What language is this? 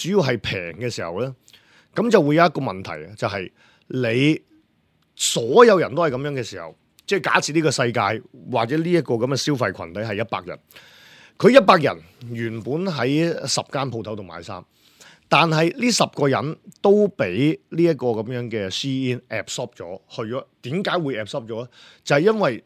Cantonese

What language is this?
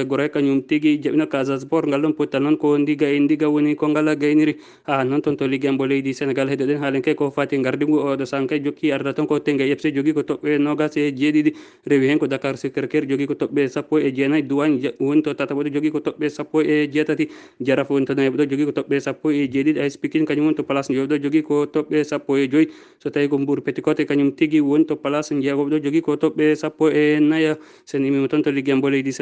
Fula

